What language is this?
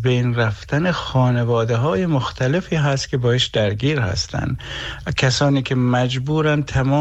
Persian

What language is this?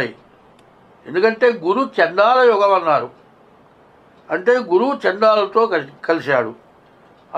Telugu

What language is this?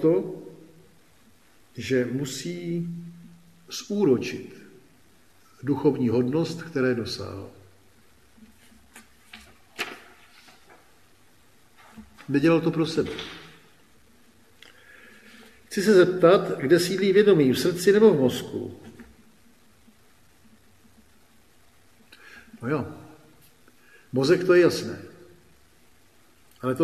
Czech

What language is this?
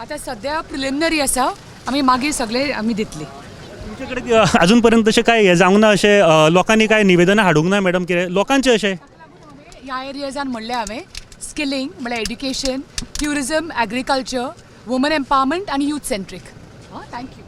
Konkani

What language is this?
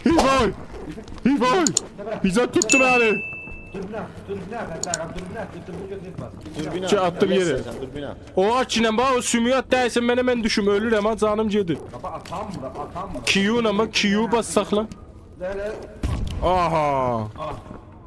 South Azerbaijani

